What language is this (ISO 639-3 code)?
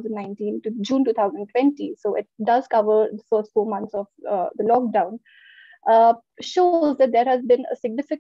eng